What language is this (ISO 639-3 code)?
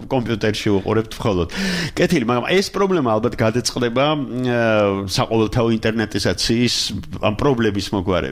kat